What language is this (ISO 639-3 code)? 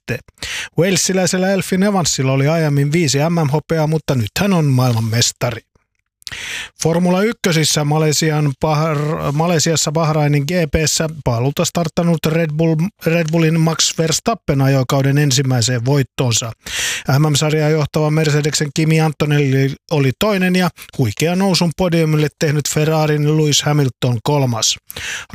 fin